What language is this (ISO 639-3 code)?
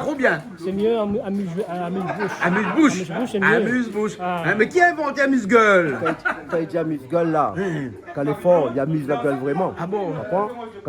rcf